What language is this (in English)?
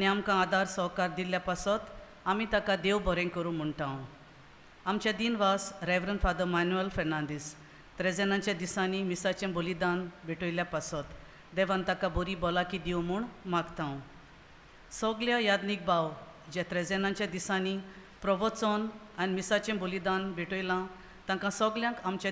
Konkani